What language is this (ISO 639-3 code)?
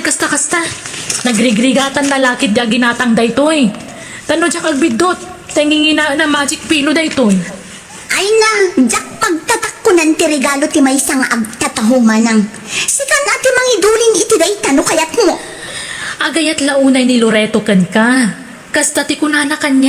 ilo